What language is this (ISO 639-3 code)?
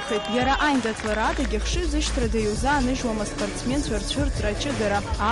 abk